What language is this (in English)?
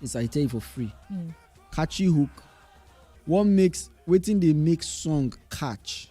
Nigerian Pidgin